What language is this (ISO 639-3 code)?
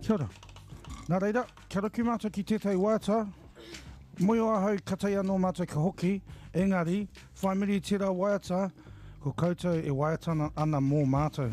mri